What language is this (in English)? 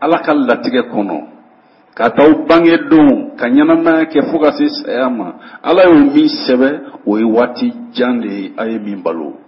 Bambara